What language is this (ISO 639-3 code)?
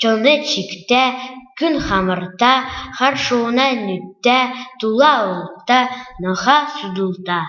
xal